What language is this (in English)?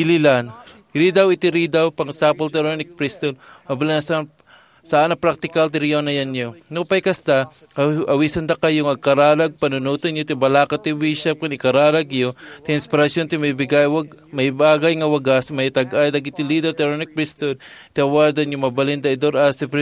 Iloko